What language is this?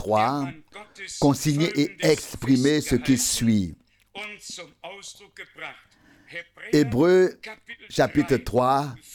French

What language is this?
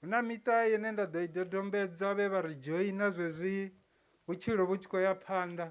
Venda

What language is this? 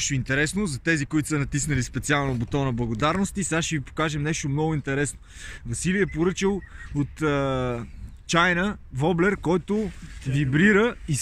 Bulgarian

